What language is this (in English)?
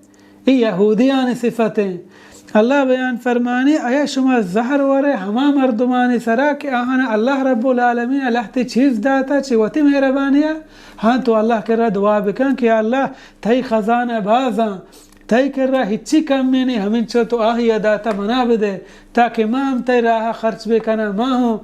Baluchi